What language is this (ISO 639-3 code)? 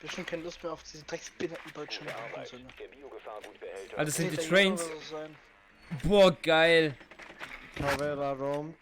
gsw